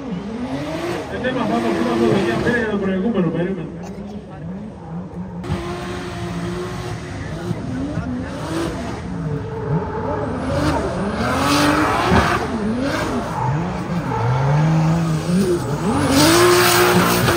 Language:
Greek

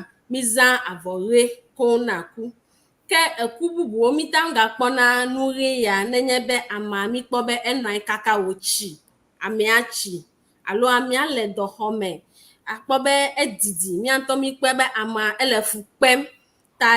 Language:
Ewe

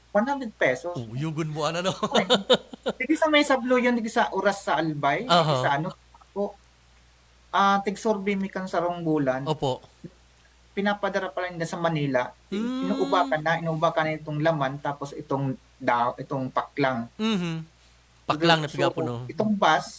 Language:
Bikol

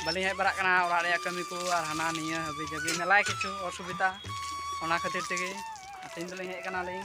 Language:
Santali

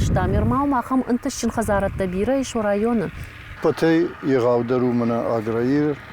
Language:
Ossetic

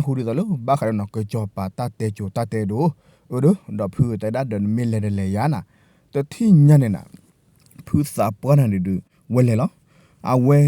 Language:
S'gaw Karen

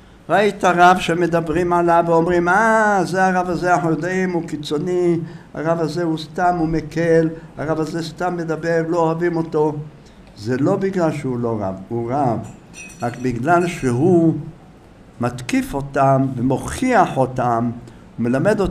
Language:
Hebrew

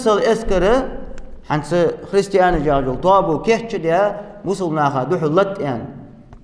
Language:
Ingush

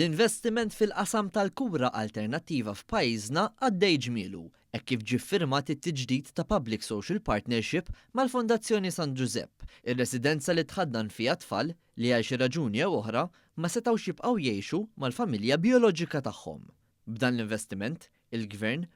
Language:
Maltese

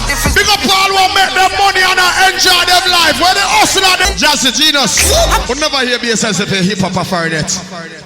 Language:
Jamaican Creole English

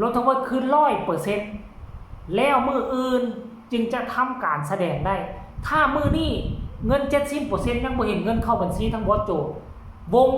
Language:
Northeastern Thai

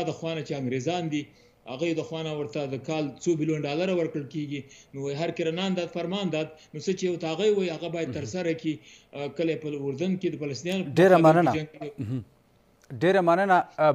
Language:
Pashto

